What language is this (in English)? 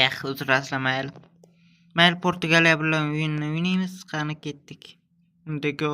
Uzbek